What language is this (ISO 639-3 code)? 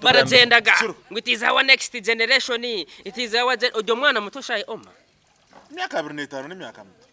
nyn